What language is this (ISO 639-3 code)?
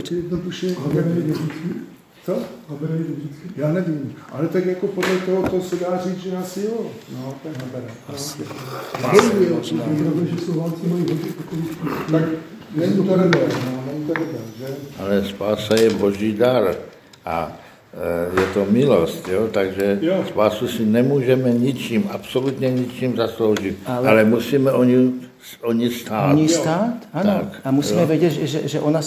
ces